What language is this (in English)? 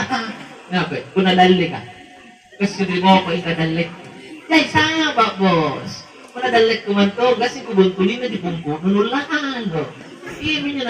Makasar